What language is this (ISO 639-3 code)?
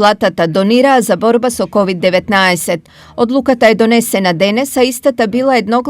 mkd